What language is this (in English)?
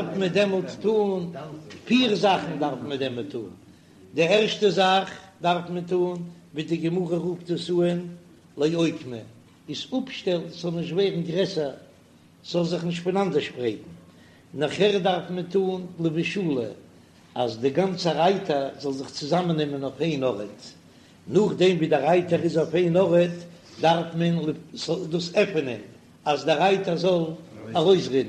Yiddish